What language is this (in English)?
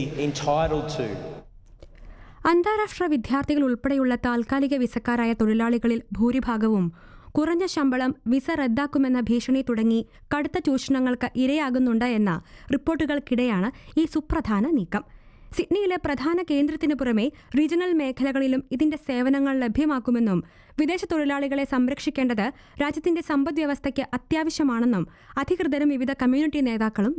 Malayalam